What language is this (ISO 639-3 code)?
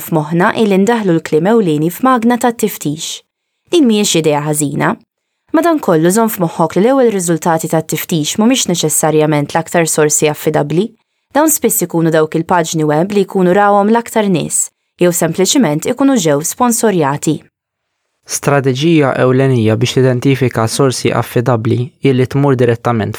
mlt